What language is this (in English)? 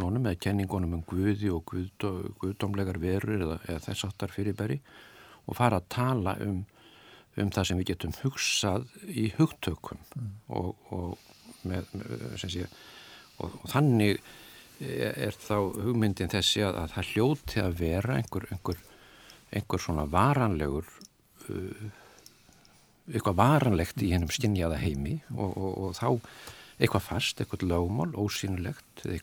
Icelandic